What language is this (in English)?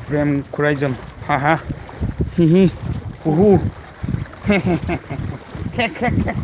Manipuri